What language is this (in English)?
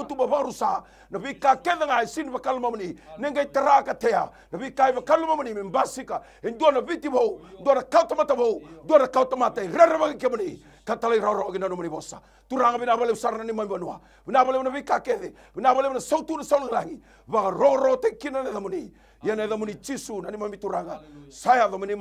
Fijian